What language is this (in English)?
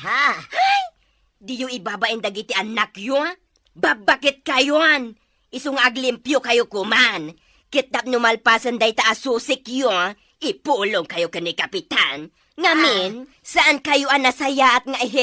Iloko